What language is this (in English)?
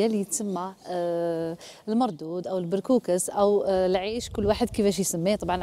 Algerian Arabic